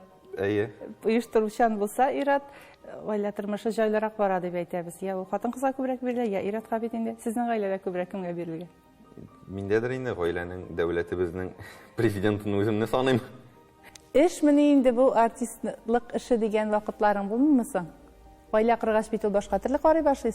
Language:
Tatar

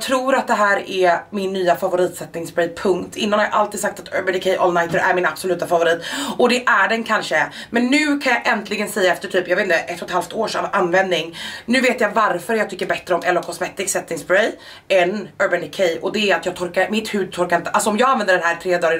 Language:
Swedish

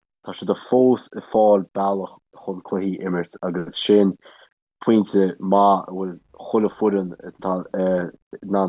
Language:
Irish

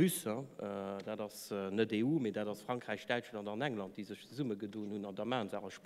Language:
Luxembourgish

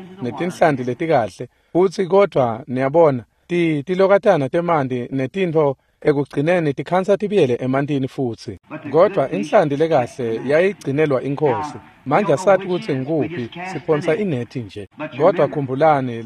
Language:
Swati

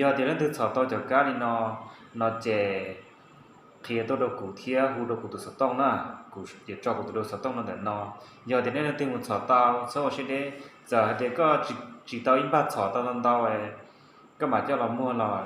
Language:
Hmong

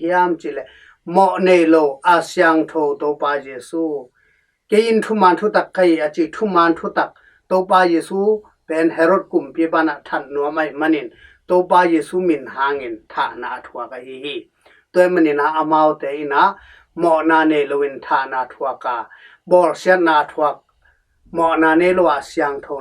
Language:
Tedim Chin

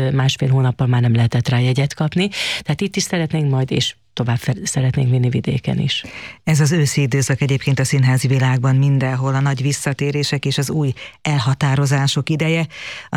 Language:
Hungarian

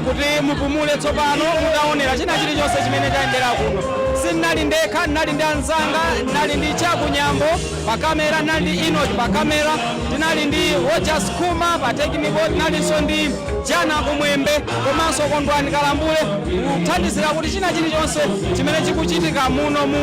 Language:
Nyanja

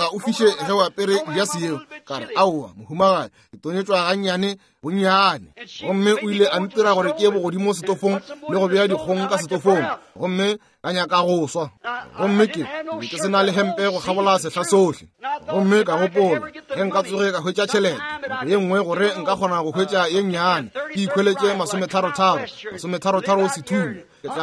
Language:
Northern Sotho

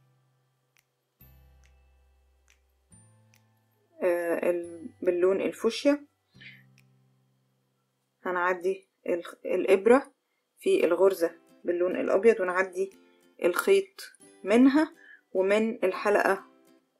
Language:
Egyptian Arabic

